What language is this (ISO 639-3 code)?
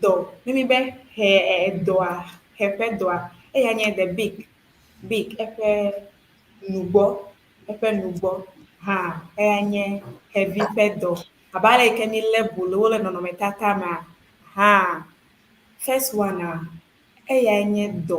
ewe